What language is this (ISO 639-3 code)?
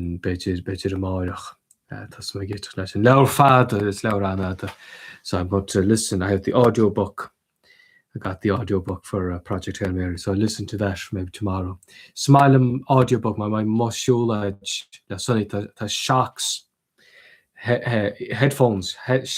gle